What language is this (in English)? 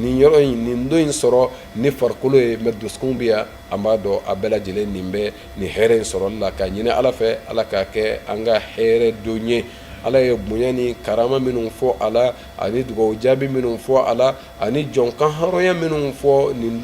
Bambara